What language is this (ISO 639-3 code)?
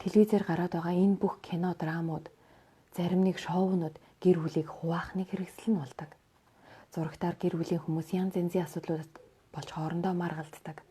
mon